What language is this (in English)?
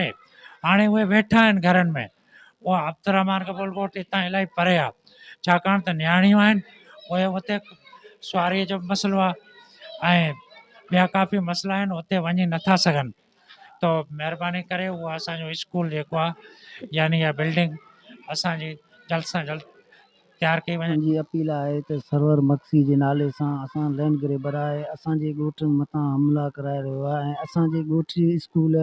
Sindhi